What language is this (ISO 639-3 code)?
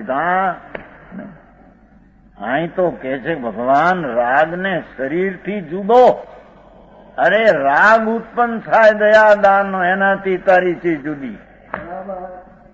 guj